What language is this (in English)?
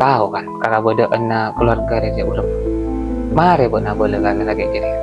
Madurese